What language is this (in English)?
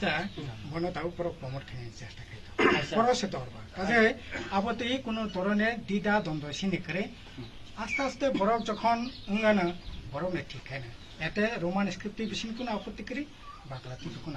Kok Borok